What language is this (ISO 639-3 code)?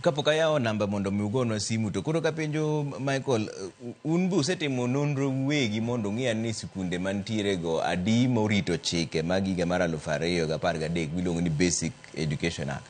luo